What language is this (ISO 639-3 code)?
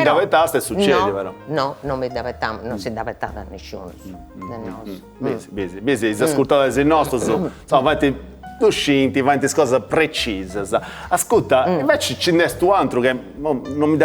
srd